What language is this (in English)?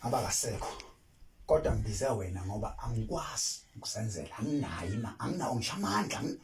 Zulu